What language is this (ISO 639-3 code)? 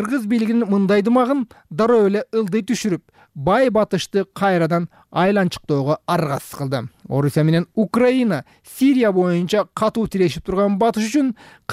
kir